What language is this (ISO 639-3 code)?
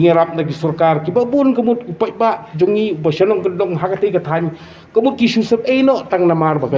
kha